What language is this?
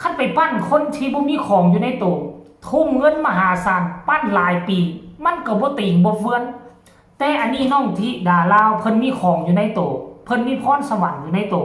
Northeastern Thai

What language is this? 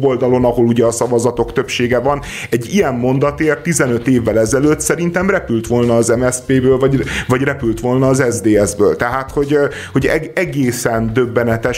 Hungarian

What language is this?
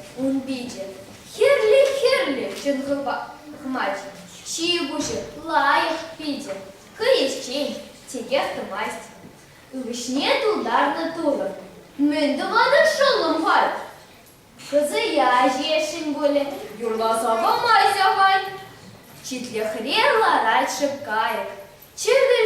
Chuvash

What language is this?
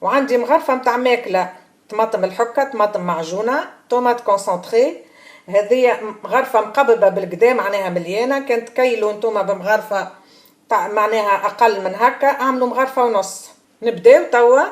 Tunisian Arabic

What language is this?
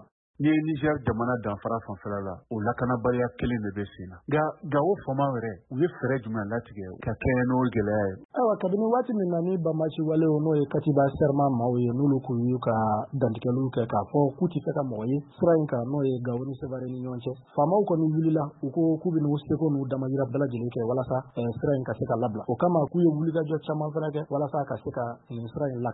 Bambara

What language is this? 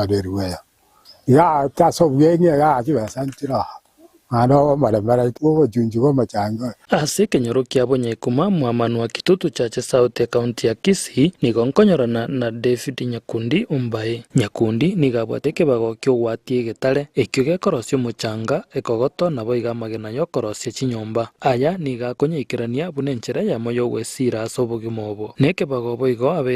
Gusii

